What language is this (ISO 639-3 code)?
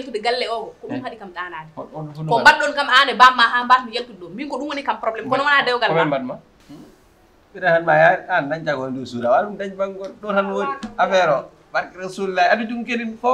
ful